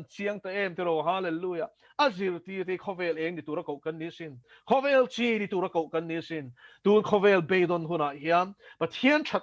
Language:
Mizo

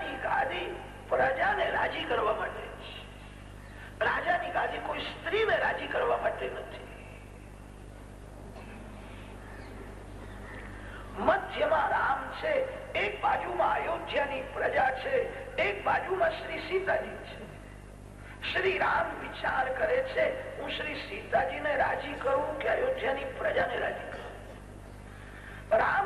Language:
Gujarati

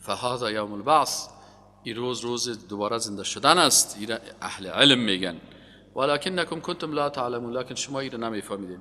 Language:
Persian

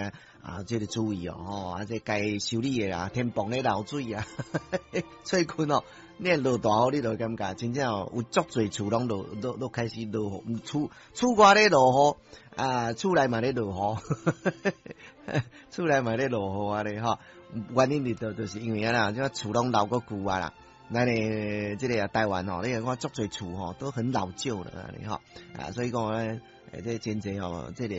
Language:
Min Nan Chinese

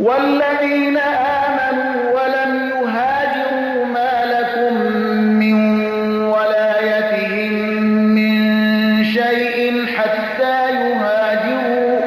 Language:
Persian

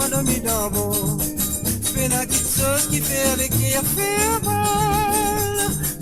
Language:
Morisyen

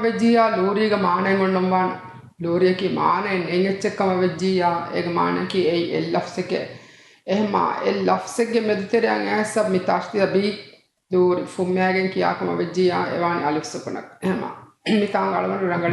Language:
Divehi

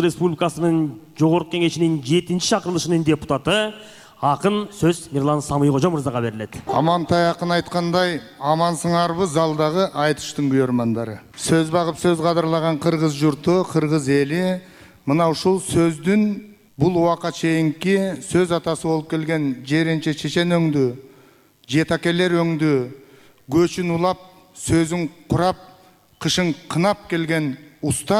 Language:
Kyrgyz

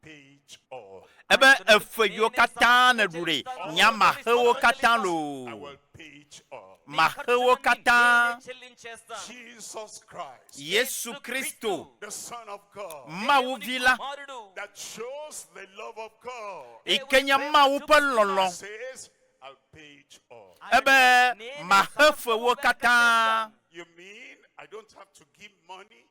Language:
Ewe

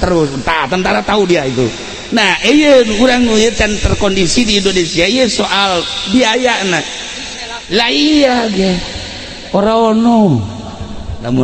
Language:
Sundanese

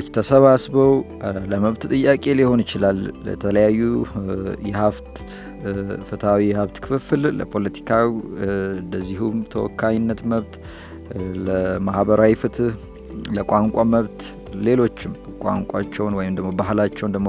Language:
Amharic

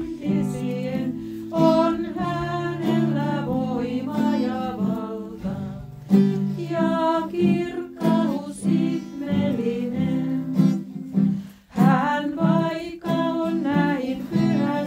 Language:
Finnish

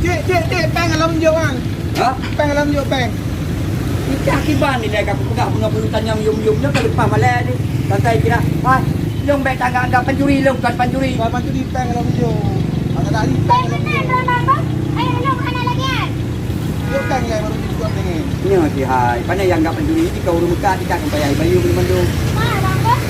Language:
Achinese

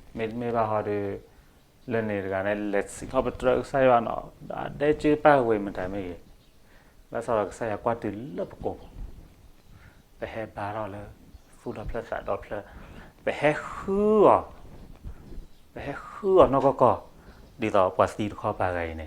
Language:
S'gaw Karen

